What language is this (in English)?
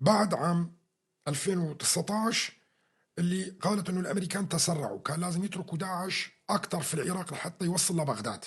North Levantine Arabic